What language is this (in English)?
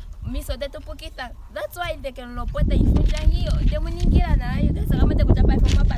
Ndonga